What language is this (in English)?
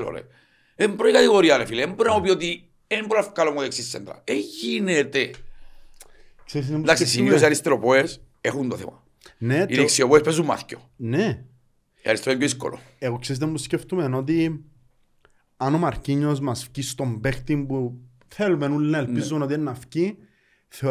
Greek